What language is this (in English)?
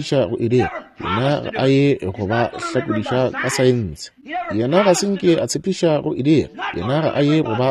Northern Sotho